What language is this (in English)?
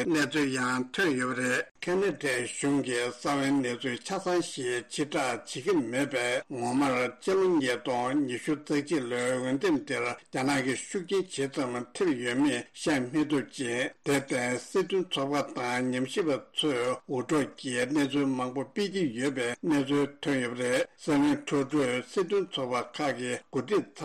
Tibetan